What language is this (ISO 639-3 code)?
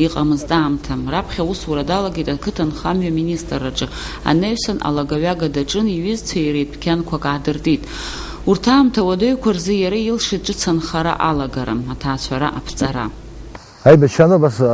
abk